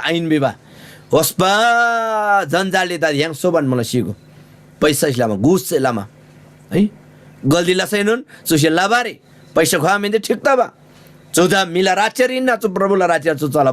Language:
Eastern Tamang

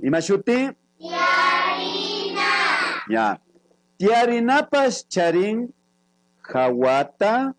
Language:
Imbabura Highland Quichua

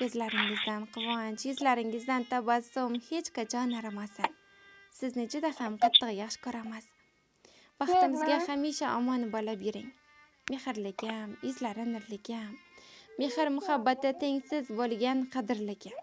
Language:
Uzbek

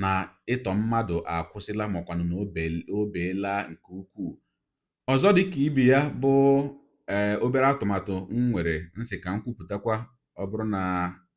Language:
Igbo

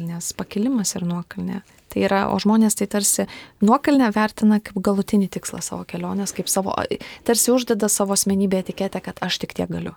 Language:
Lithuanian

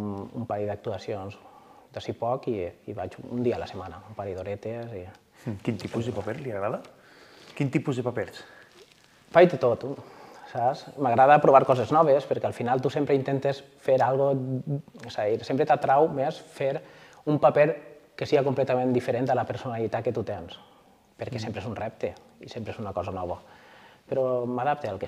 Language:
Catalan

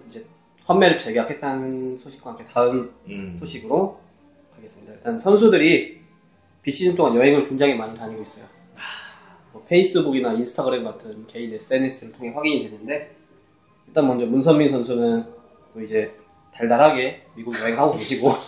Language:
Korean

